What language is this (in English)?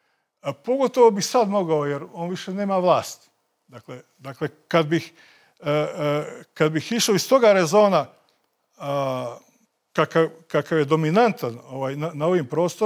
Serbian